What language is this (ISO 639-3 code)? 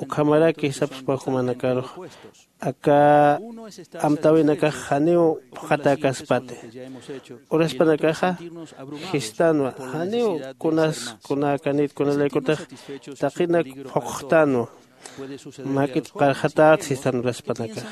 aym